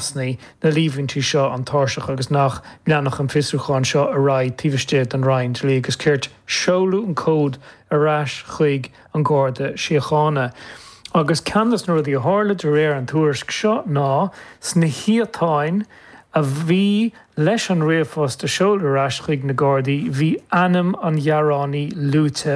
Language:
Irish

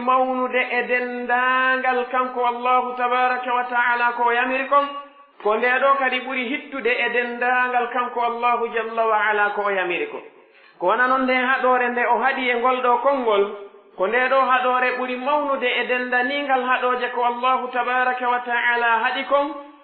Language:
Pular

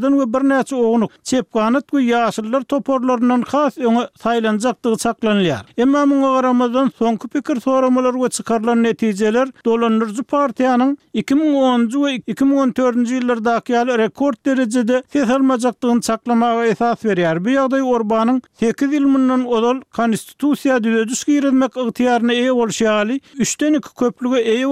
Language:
Turkmen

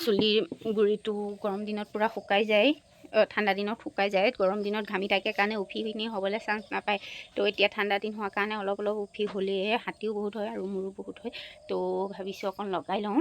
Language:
Assamese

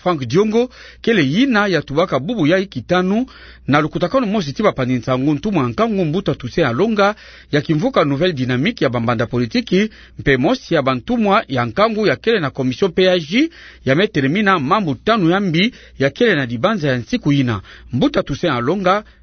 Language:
Kituba (Democratic Republic of Congo)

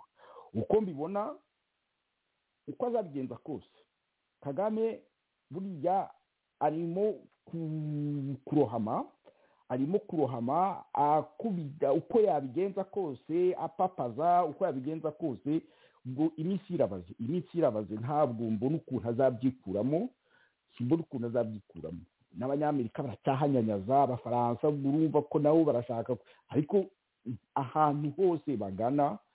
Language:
Kinyarwanda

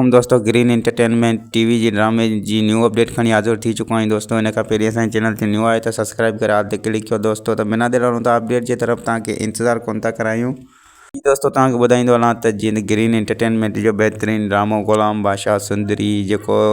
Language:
Sindhi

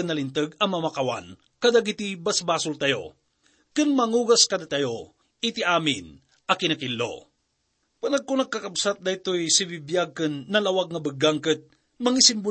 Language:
Iloko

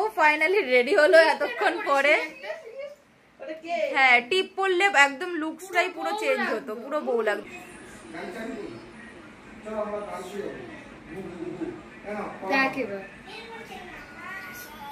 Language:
Bangla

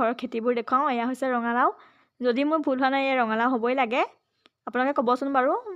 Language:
Assamese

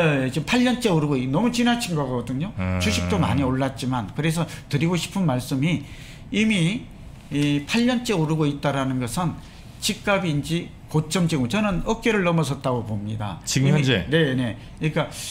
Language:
Korean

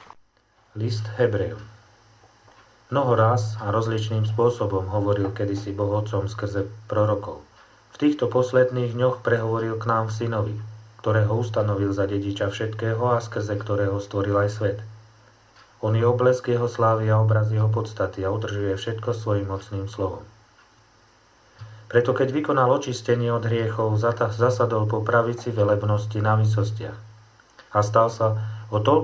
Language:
Slovak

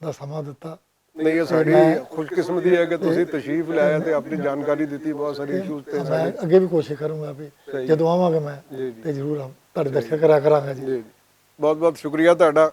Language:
Western Panjabi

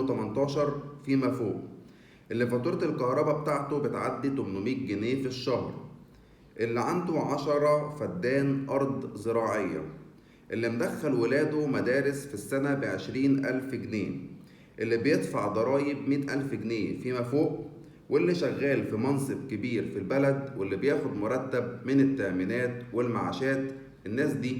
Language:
Egyptian Arabic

